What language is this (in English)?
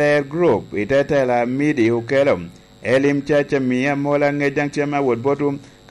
Lango (Uganda)